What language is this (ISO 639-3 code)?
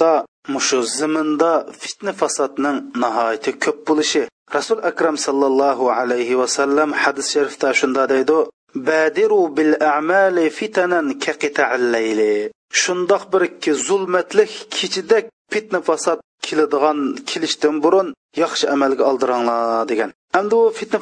uig